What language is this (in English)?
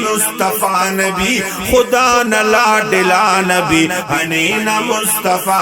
Brahui